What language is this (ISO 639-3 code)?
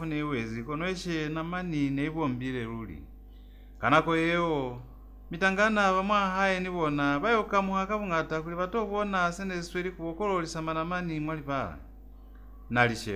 loz